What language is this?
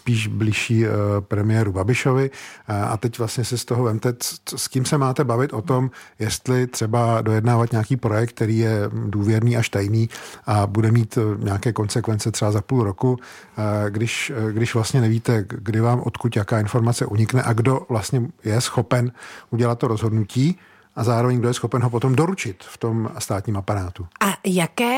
Czech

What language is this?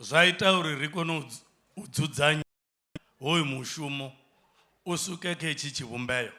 Venda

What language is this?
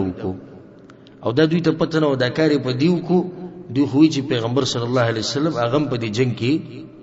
Pashto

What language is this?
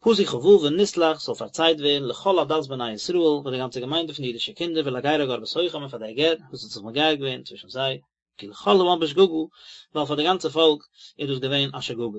Yiddish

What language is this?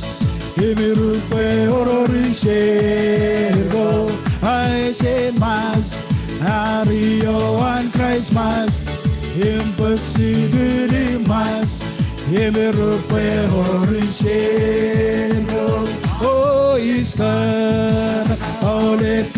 Marshallese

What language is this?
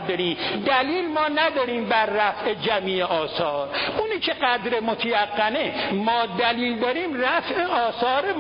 Persian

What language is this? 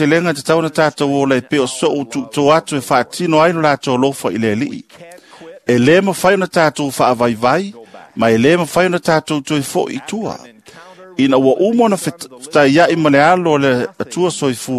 Samoan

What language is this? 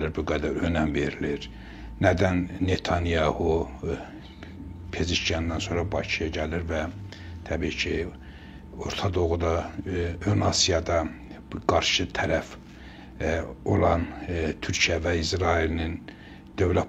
Azerbaijani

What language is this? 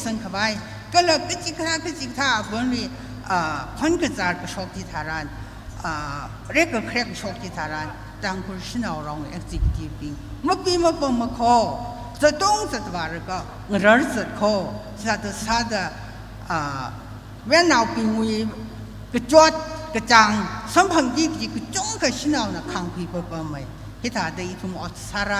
Tangkhul Naga (India)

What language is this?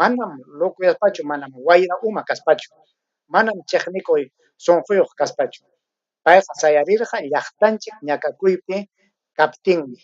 Ayacucho Quechua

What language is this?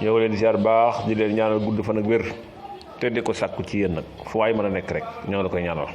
Wolof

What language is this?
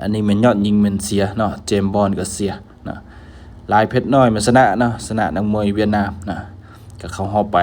Lao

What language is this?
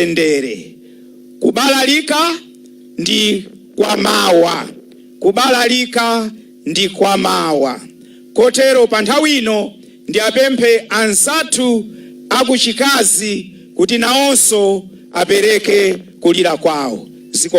Nyanja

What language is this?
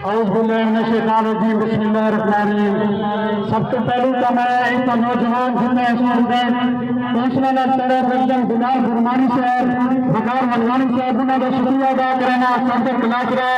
Saraiki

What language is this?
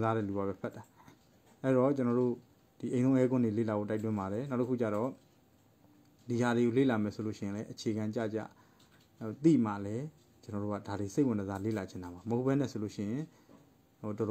Burmese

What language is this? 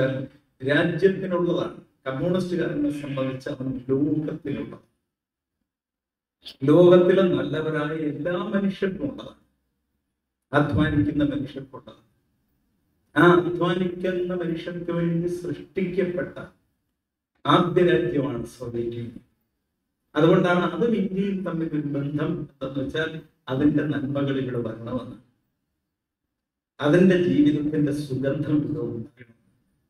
Malayalam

